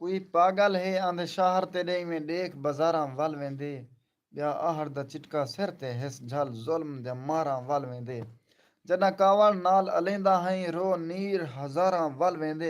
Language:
Saraiki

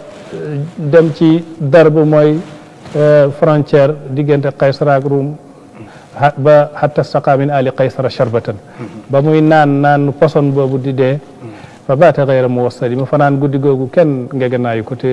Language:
Wolof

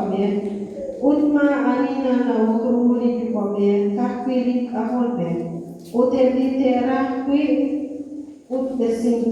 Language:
Kekchí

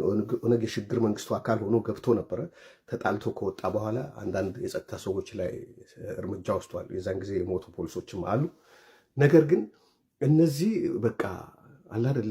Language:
Amharic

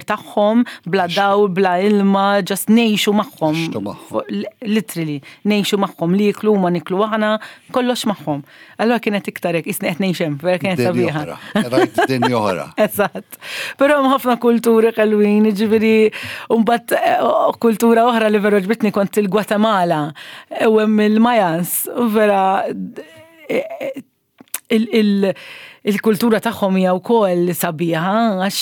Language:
Maltese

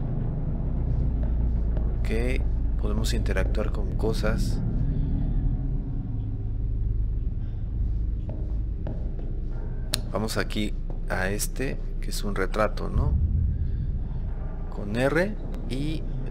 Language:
Spanish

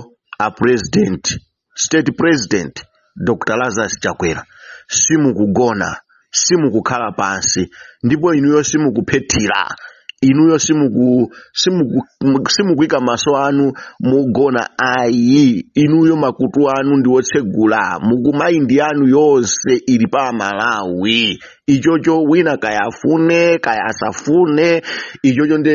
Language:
Nyanja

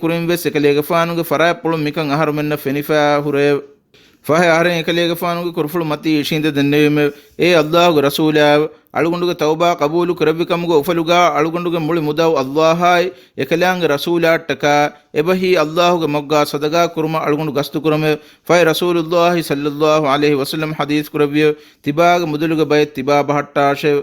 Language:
Divehi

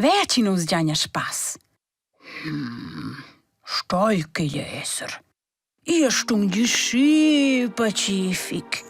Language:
Romansh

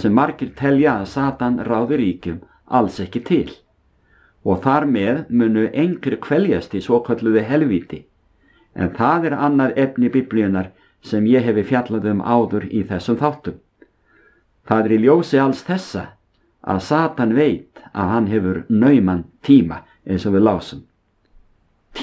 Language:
Icelandic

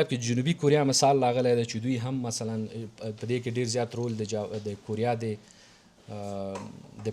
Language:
Pashto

